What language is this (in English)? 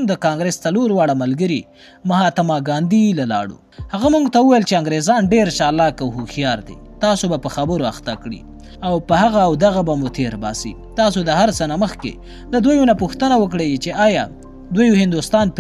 Pashto